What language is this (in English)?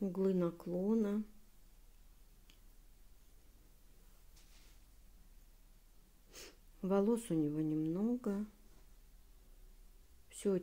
Russian